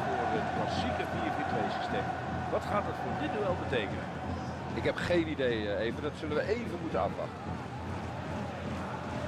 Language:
Dutch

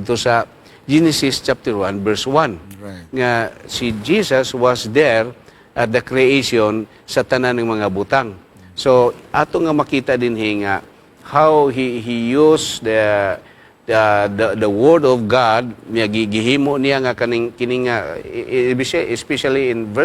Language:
Cebuano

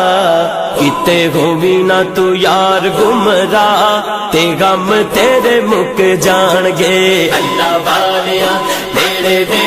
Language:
Pahari-Potwari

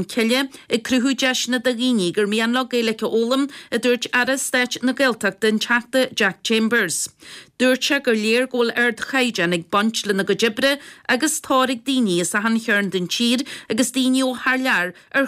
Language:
Irish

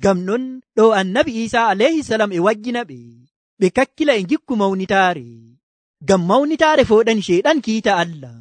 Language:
Nigerian Fulfulde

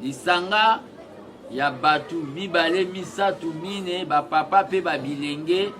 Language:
Lingala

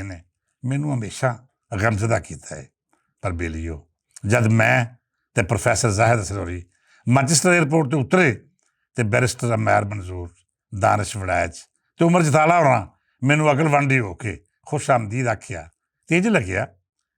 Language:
Western Panjabi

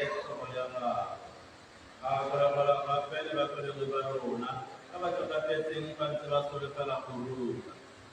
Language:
Tswana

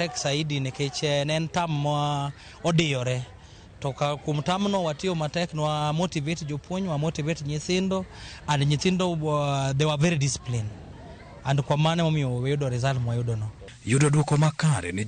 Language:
Luo (Kenya and Tanzania)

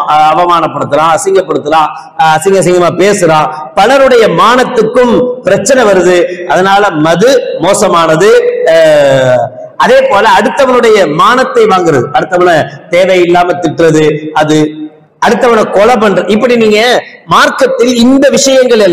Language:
Tamil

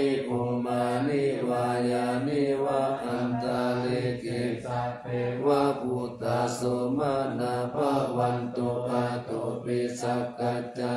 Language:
Pali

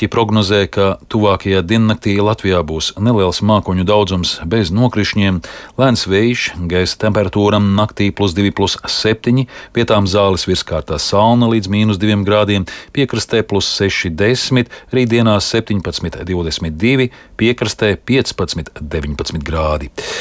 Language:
Latvian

